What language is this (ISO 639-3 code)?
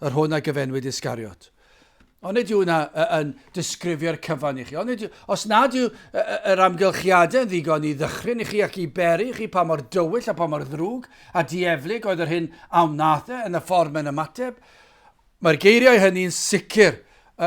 cym